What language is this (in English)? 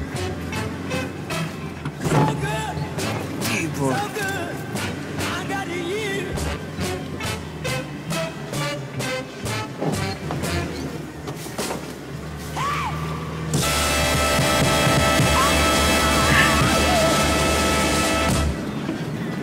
Slovak